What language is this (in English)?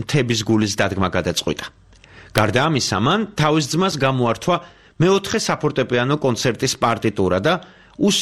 Georgian